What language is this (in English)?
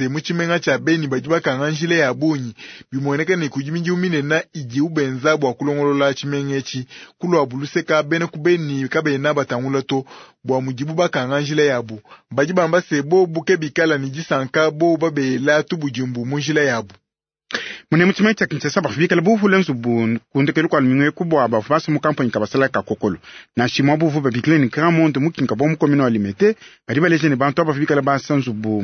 Luba-Lulua